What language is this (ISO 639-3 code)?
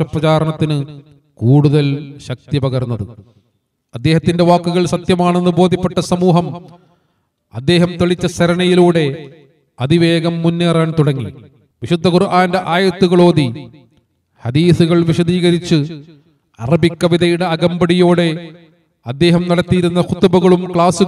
mal